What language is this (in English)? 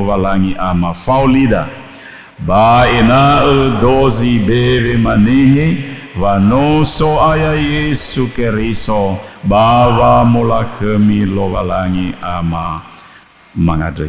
Nias